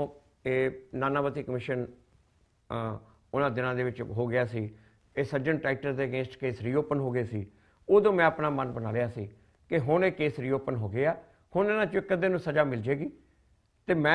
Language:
Punjabi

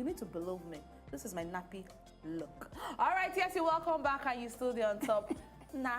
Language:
Nigerian Pidgin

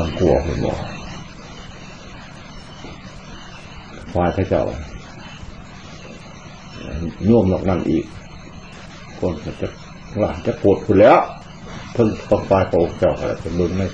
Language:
Thai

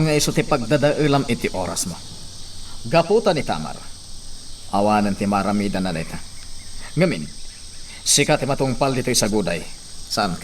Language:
Iloko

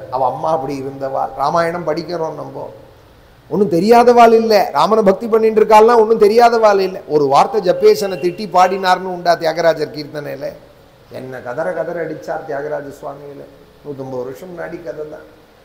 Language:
Tamil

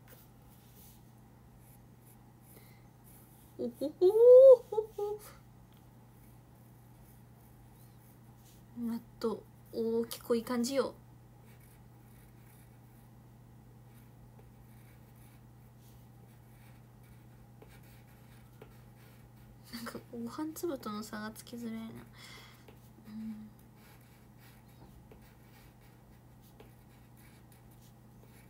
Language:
Japanese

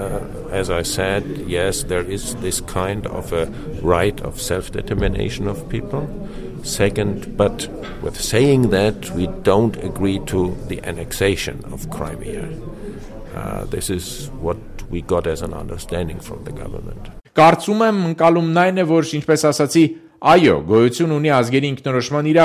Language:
Armenian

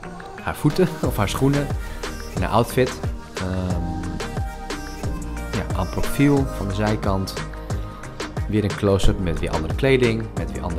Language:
Dutch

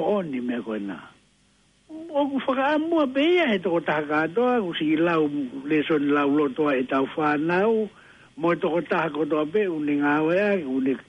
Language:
Tongan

